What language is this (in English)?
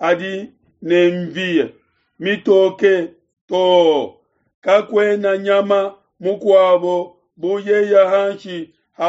Luba-Lulua